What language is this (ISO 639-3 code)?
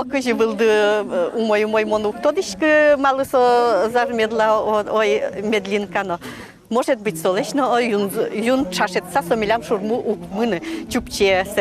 udm